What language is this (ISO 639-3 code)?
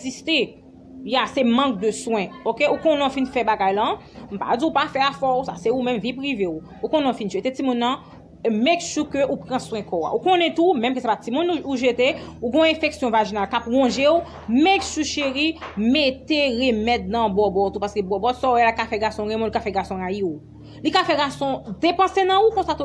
hat